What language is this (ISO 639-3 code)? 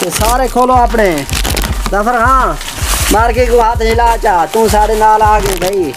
skr